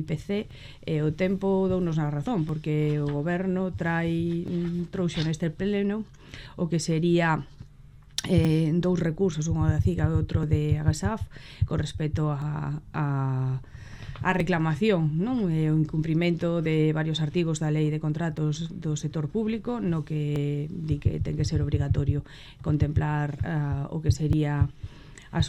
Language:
Galician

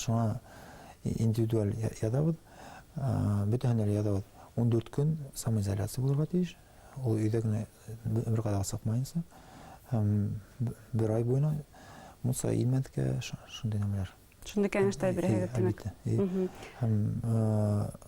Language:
Bashkir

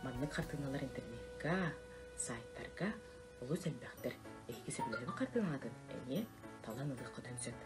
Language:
Yakut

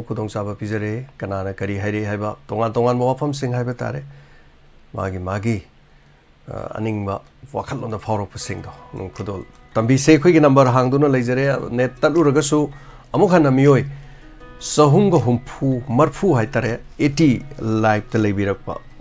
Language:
Manipuri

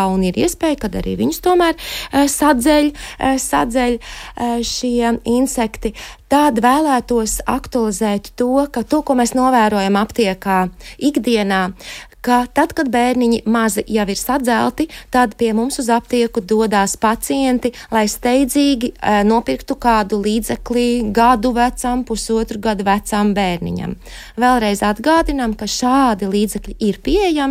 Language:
Latvian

